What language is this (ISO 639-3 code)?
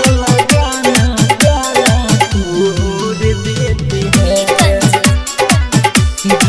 bho